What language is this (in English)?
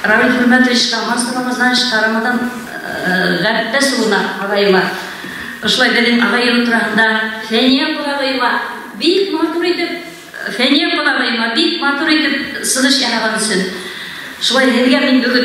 Bashkir